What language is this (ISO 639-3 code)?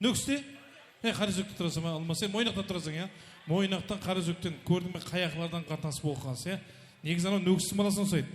kaa